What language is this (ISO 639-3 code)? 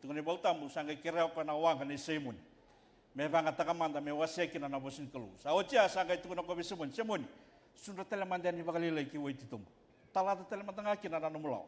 fij